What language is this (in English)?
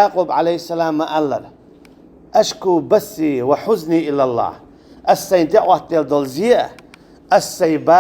Chechen